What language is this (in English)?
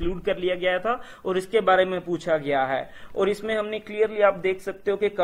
Hindi